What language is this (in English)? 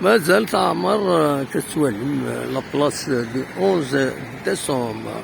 Kabyle